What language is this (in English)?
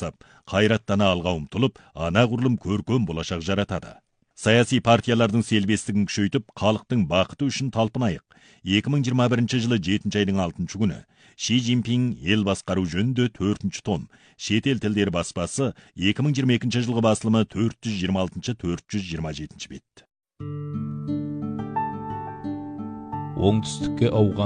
Kazakh